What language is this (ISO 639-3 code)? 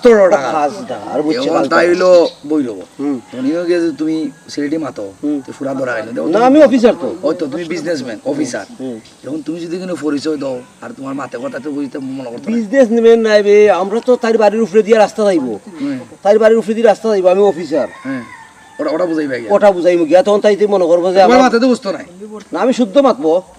syl